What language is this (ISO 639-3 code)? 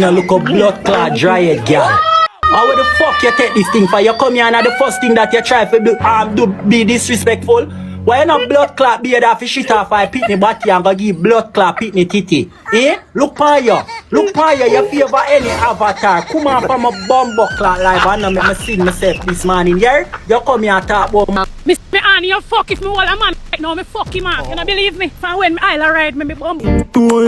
jam